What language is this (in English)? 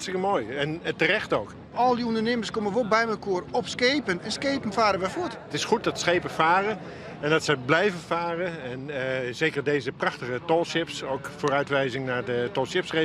Western Frisian